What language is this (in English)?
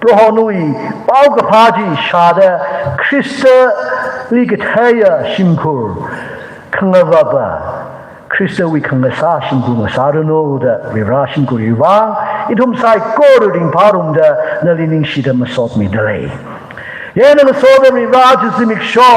Tangkhul Naga (India)